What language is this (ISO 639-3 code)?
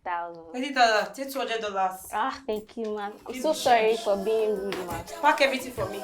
pcm